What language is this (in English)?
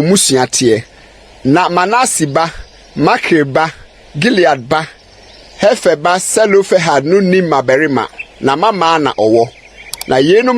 Akan